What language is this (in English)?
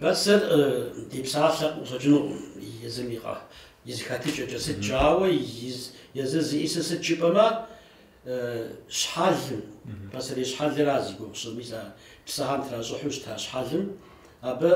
Kabardian